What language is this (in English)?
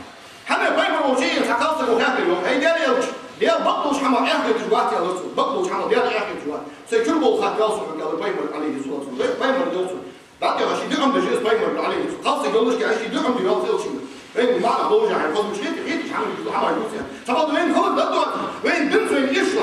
Ingush